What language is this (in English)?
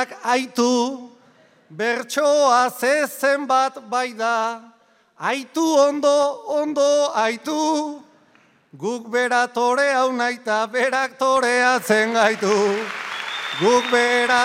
Basque